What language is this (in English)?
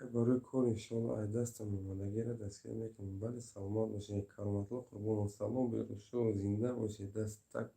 Tajik